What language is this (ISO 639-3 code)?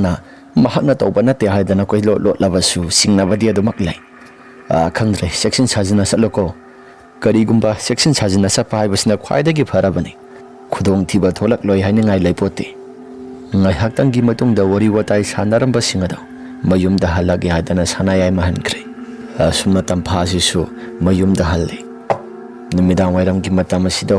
mni